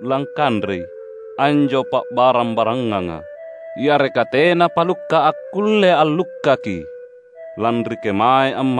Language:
Makasar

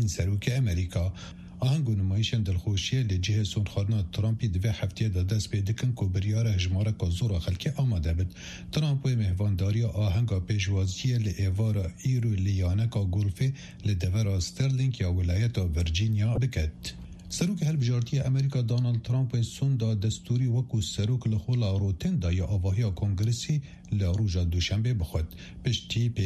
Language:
Kurdish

